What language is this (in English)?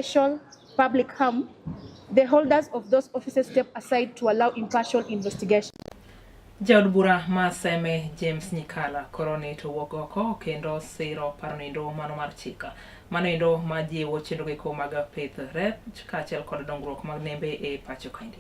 Luo (Kenya and Tanzania)